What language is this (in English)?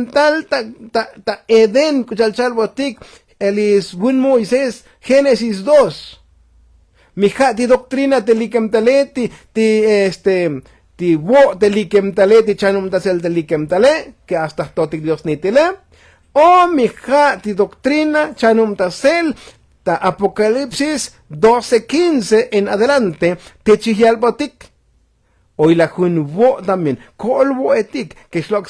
Tzotzil